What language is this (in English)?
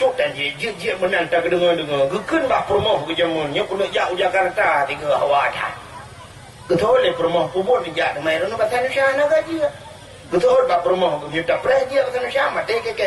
Achinese